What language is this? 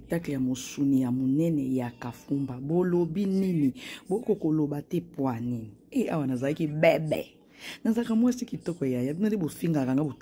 Lingala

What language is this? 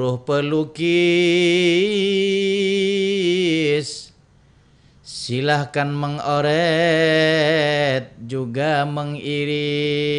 Banjar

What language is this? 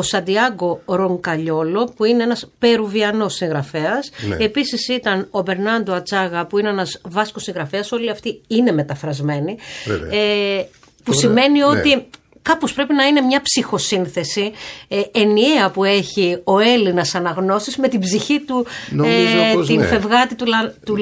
Greek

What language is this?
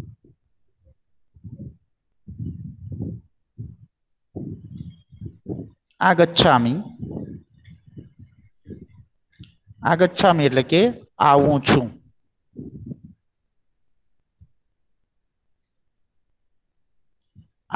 Gujarati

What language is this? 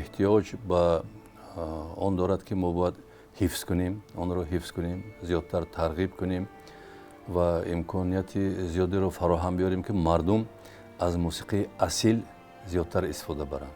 Tajik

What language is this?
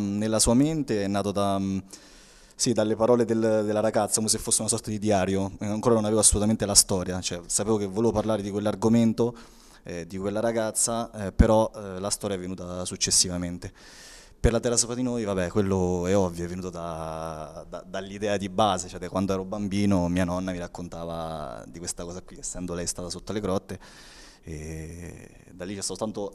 Italian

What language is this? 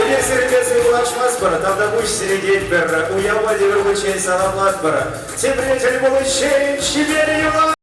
Chuvash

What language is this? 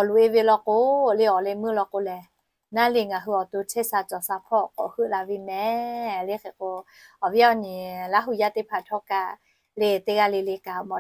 Lahu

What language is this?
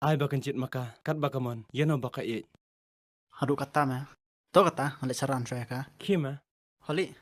Khasi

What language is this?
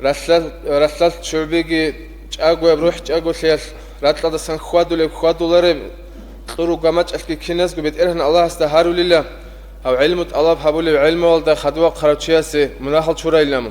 Avaric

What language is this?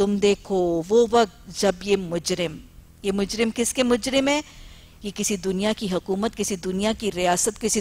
Urdu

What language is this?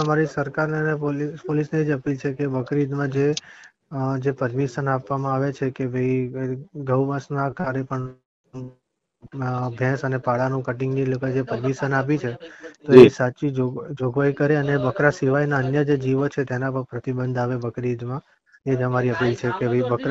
Gujarati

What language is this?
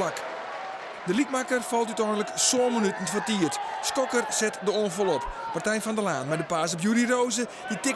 Western Frisian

